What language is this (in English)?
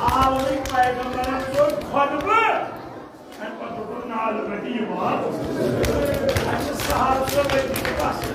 Kashmiri